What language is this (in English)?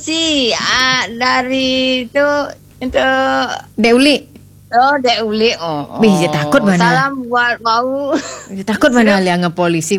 Balinese